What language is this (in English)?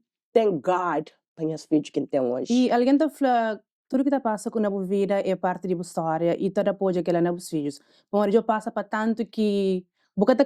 Kabuverdianu